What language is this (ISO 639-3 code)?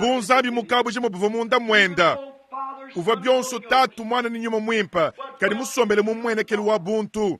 lua